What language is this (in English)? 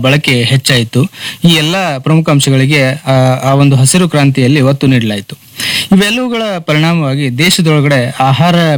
Kannada